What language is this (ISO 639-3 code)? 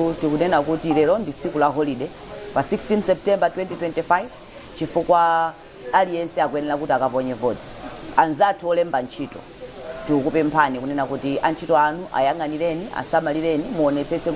nya